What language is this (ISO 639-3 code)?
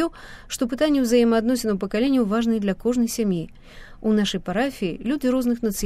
bel